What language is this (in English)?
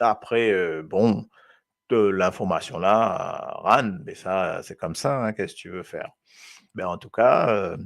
Morisyen